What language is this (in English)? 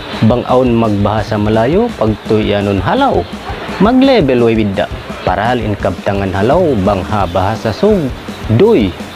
Tausug